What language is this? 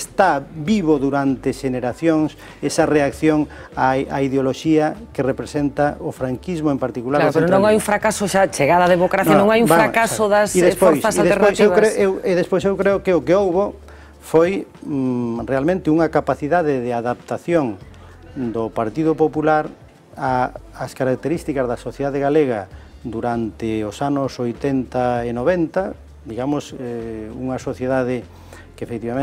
Galician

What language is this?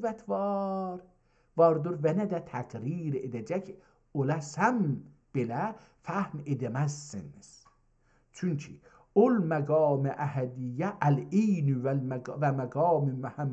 South Azerbaijani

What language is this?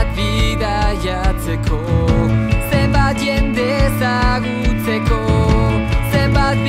Basque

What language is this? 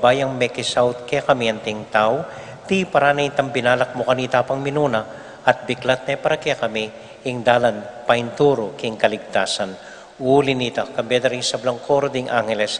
Pampanga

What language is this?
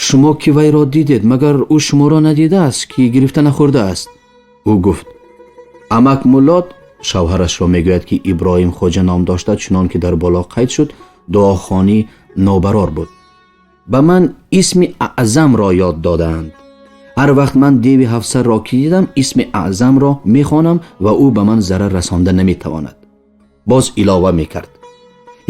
Tajik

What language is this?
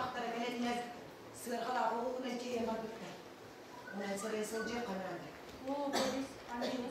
Yakut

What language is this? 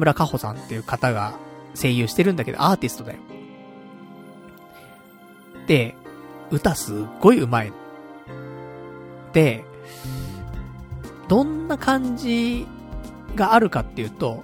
Japanese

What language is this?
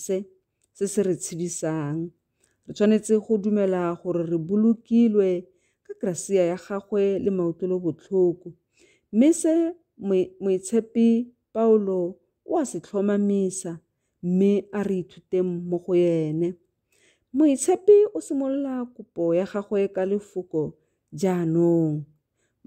Tswana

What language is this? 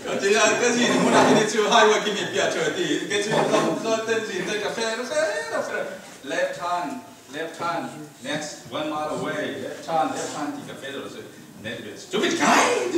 Falam Chin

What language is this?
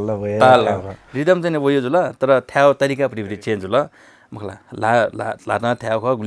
Newari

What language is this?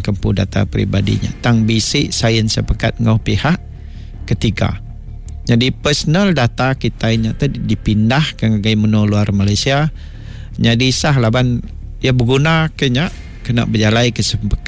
Iban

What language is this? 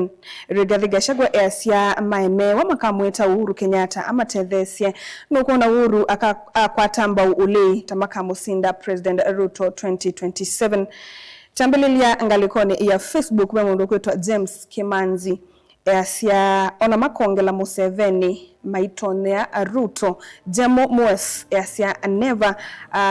Kamba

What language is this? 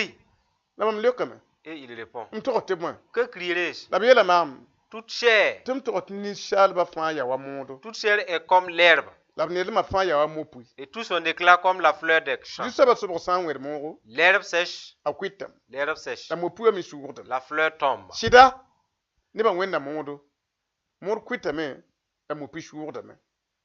Mossi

